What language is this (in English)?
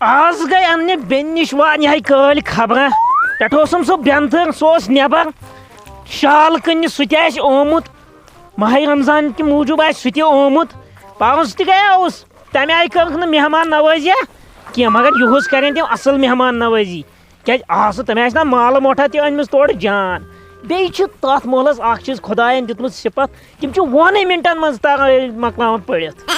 Kashmiri